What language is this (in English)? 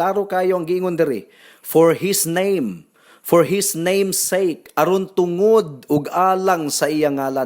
Cebuano